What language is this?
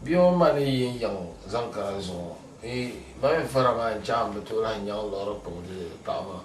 Dagbani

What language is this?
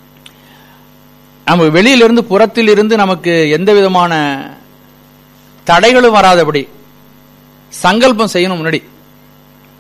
Tamil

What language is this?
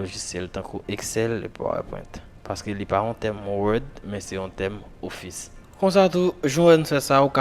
Haitian Creole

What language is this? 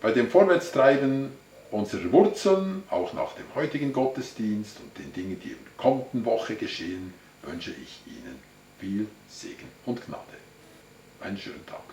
Swiss German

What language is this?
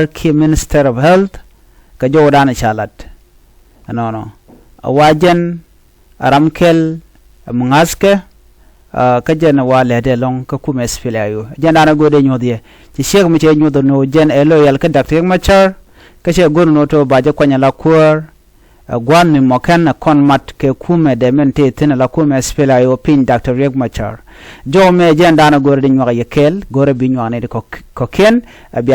Nuer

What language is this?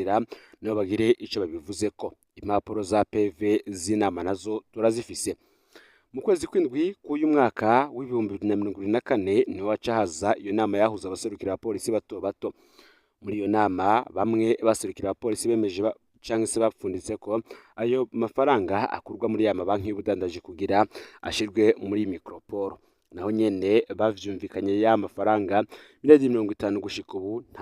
Rundi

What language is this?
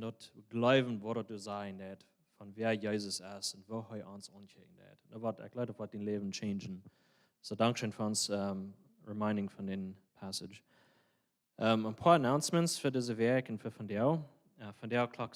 Plautdietsch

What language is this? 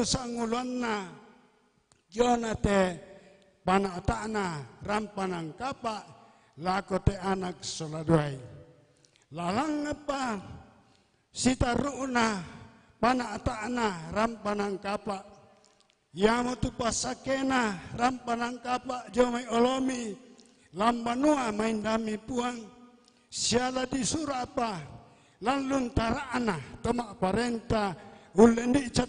Toraja-Sa'dan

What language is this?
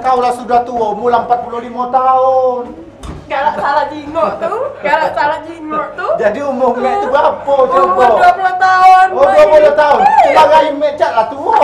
Musi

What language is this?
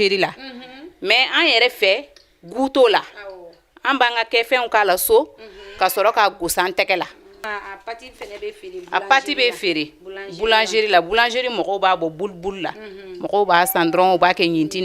Bambara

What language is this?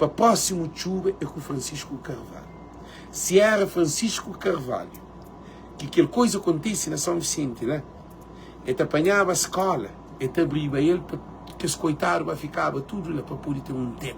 Kabuverdianu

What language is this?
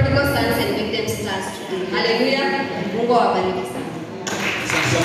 Swahili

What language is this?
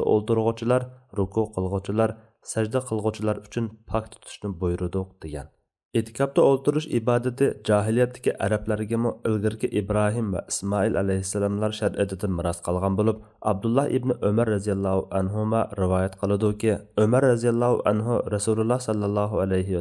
Uyghur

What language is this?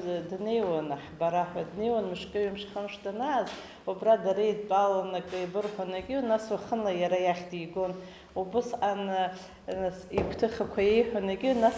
Abkhazian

